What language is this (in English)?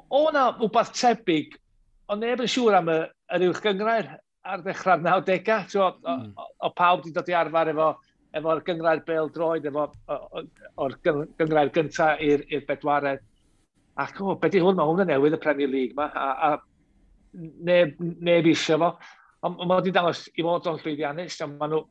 Welsh